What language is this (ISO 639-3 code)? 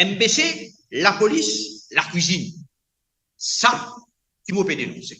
mfe